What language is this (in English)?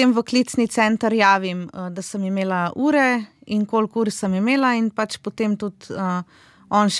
Slovenian